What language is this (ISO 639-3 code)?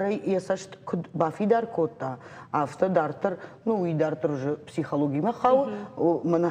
oss